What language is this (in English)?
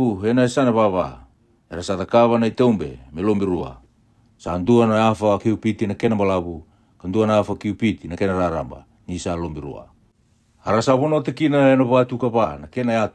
Fijian